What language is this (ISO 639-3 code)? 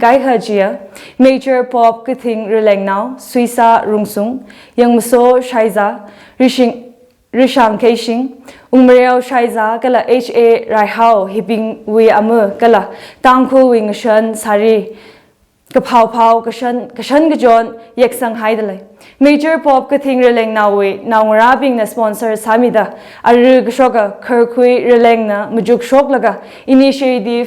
nmf